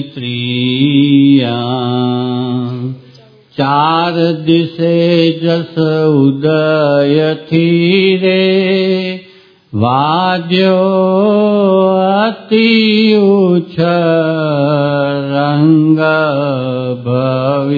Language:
Gujarati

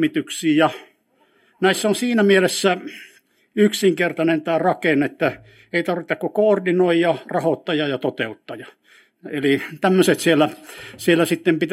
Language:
Finnish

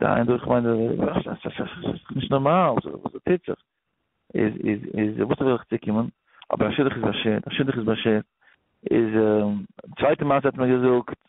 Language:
Yiddish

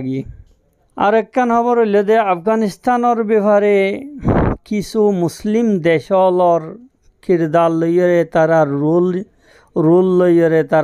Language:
Rohingya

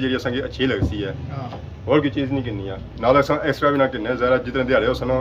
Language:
Pahari-Potwari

